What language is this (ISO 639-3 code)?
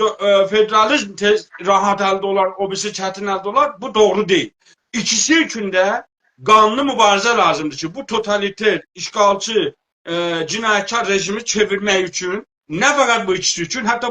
azb